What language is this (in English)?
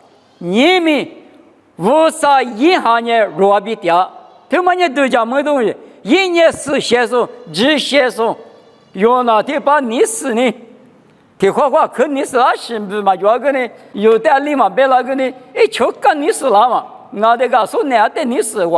Lisu